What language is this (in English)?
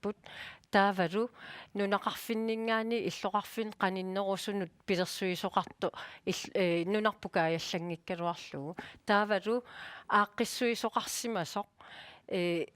Kalaallisut